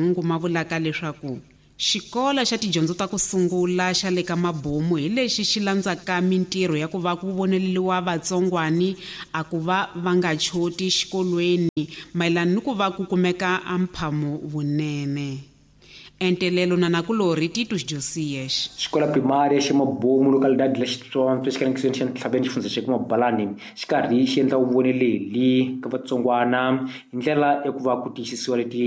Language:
Tsonga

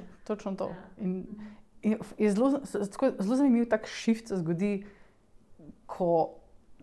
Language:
Slovenian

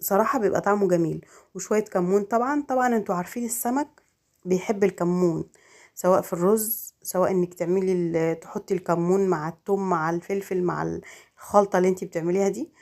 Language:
Egyptian Arabic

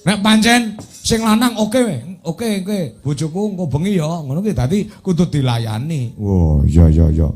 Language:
Javanese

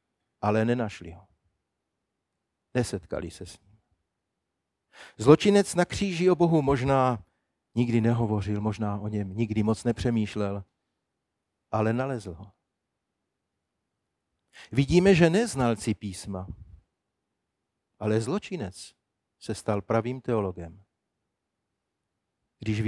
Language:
Czech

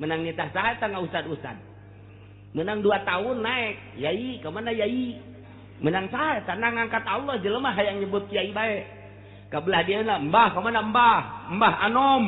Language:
Sundanese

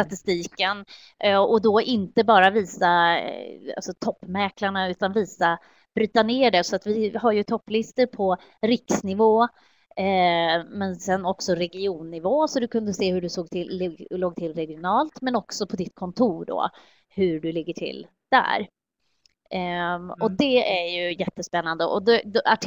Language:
Swedish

